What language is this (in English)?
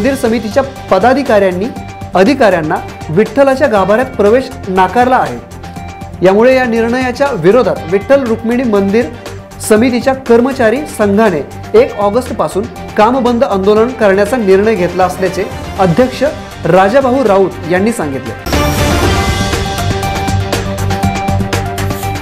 Marathi